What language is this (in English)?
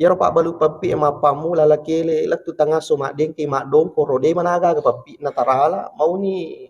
Buginese